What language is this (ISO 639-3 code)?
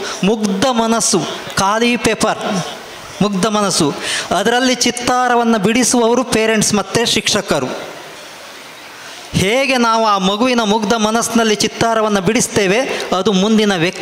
kan